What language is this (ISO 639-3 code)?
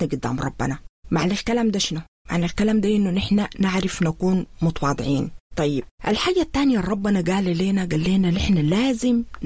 apd